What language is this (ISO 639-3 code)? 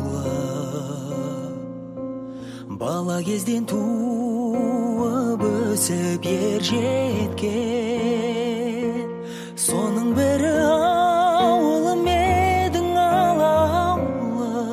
kaz